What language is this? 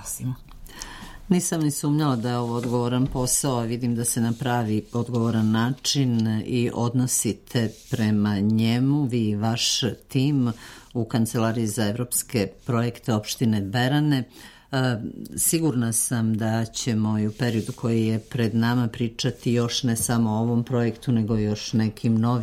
Serbian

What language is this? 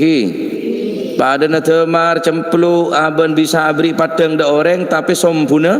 Madurese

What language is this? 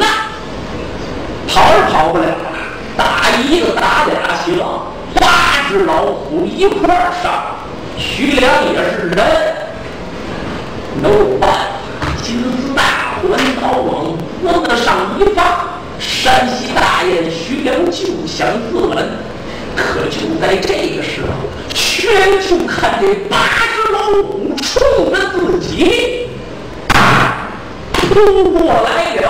Chinese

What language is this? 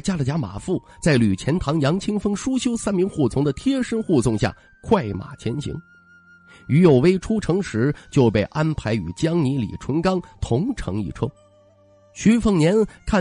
Chinese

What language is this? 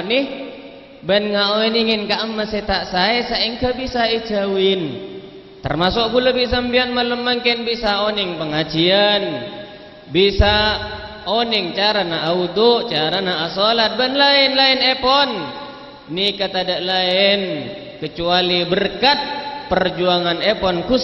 Madurese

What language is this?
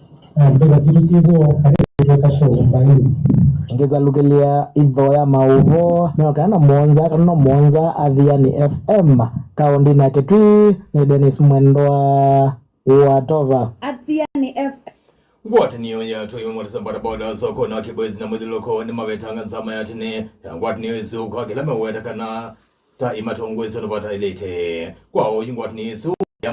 Kamba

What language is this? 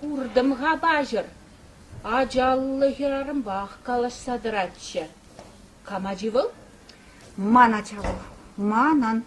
Chuvash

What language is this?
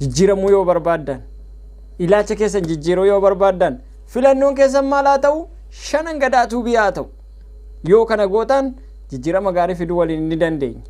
Oromo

